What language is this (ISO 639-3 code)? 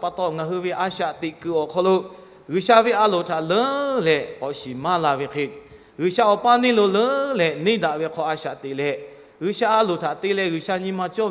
lhu